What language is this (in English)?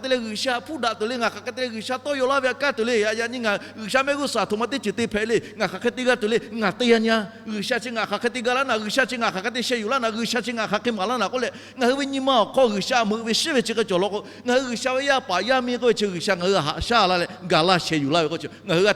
Lahu